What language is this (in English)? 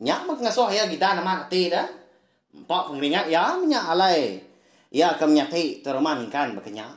Iban